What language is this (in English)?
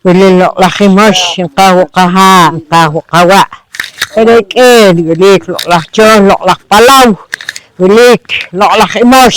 Poqomchi'